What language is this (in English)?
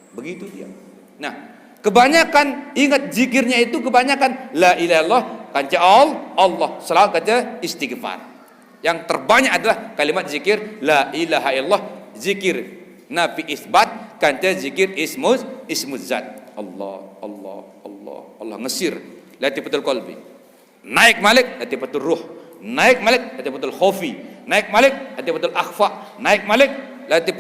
Sasak